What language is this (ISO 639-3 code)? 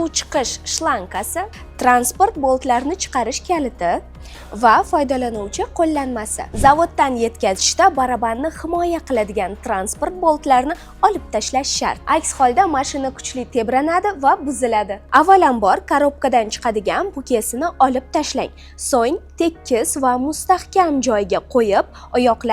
uzb